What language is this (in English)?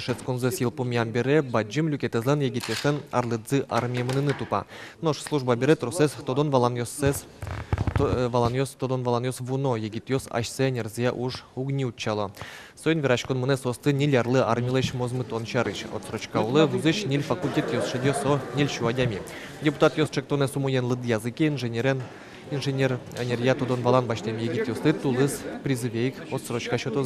Udmurt